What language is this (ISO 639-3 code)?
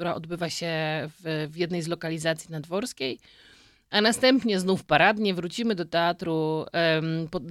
pol